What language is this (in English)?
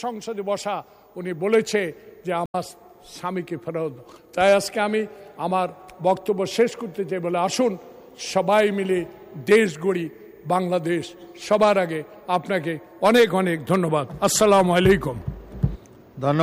Bangla